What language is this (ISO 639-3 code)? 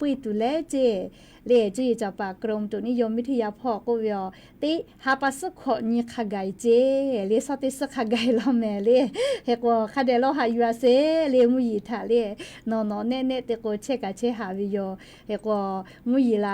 lhu